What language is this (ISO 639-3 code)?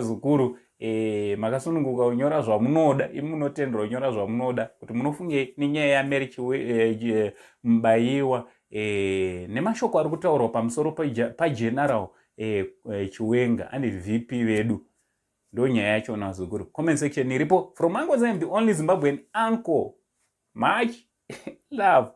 sna